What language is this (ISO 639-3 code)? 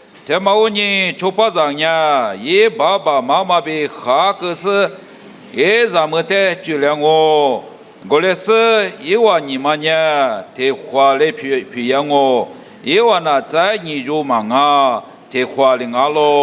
lis